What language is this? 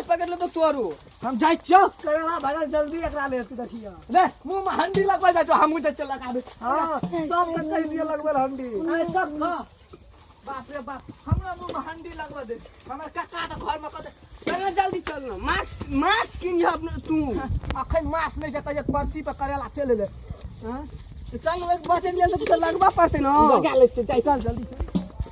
Maithili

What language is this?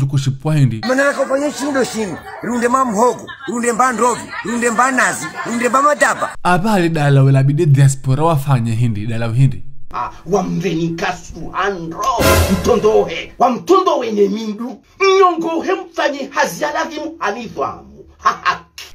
Ngazidja Comorian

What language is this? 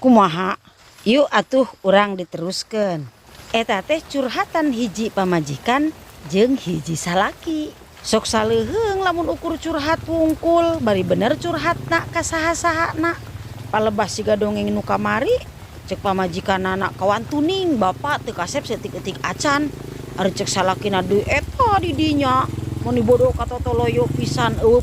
Sundanese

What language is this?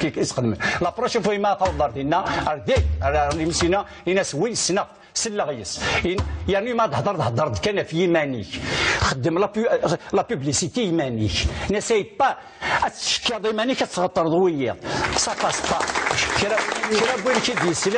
Kabyle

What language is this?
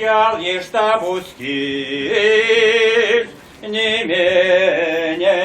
Chuvash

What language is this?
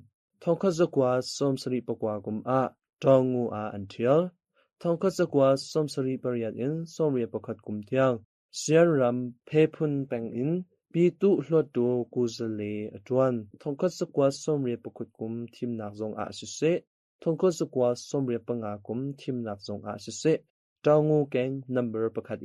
Hakha Chin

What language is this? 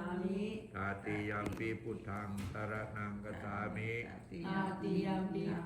Pali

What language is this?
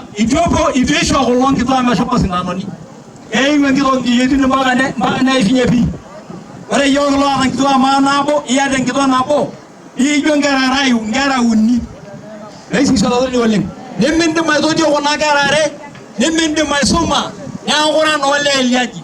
Masai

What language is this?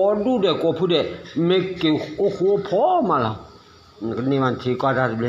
S'gaw Karen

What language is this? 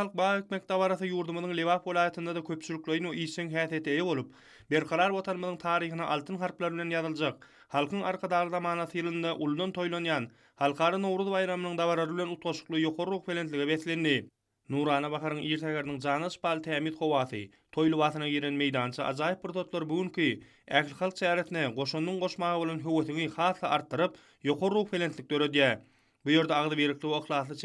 Turkmen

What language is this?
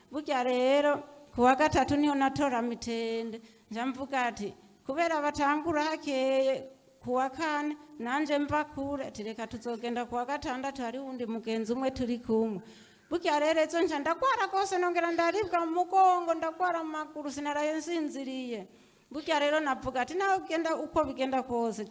Rundi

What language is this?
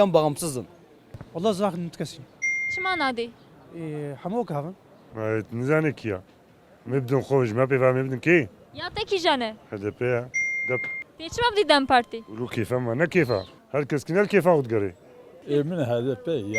Kurdish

